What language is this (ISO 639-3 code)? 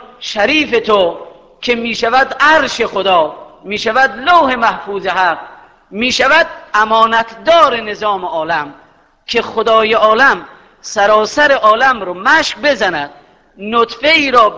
fas